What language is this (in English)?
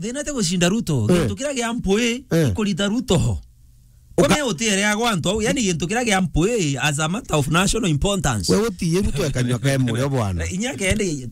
Meru